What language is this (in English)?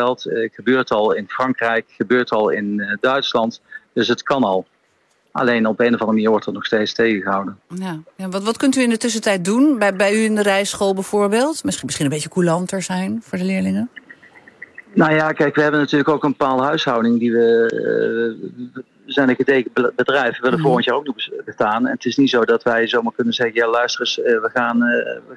Dutch